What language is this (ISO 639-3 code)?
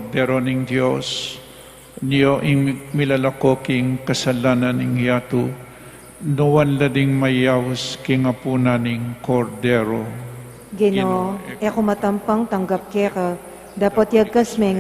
pam